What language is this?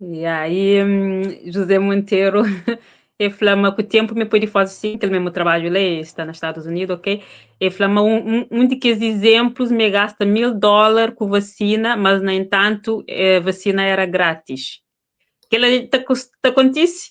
Kabuverdianu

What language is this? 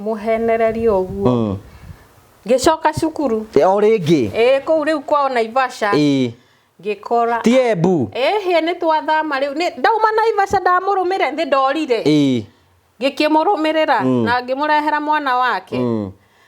Kikuyu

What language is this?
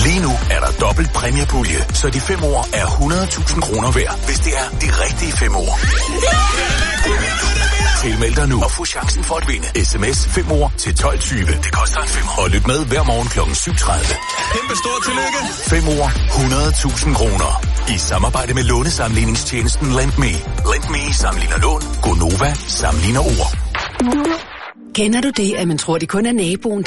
Danish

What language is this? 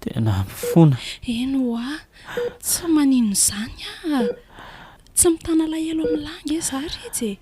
Malagasy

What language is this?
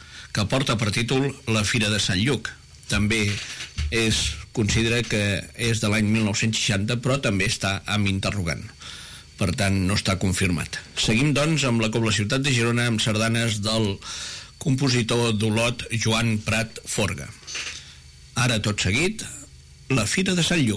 Catalan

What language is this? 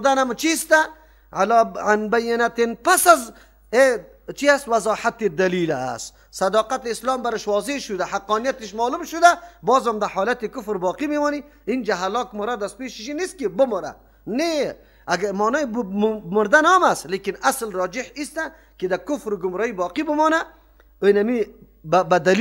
Persian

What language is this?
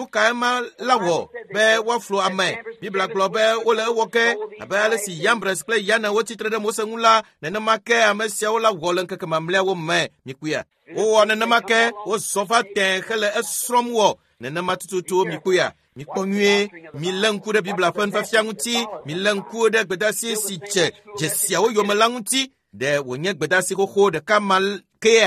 Ewe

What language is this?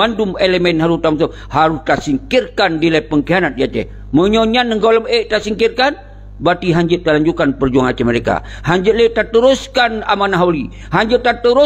Achinese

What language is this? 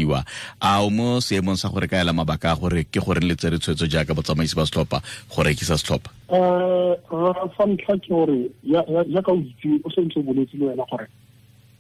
Tswana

